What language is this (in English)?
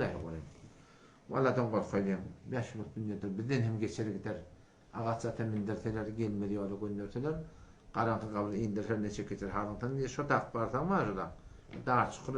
Turkmen